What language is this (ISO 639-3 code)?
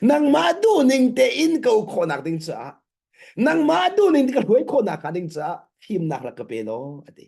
cnh